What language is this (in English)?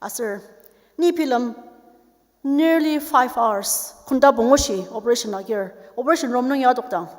Ao Naga